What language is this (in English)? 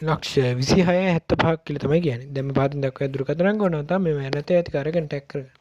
Sinhala